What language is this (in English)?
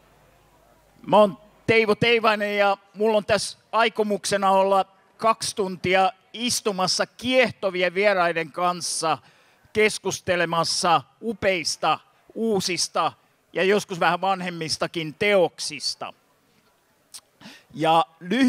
Finnish